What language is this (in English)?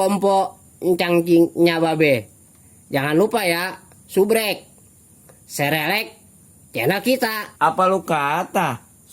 Betawi